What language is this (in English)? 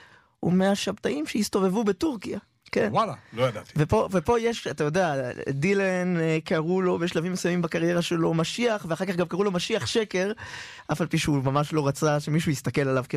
Hebrew